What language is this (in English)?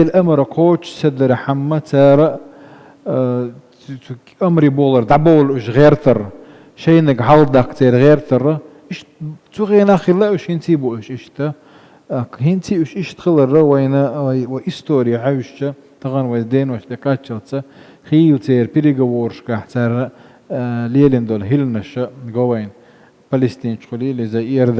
Chechen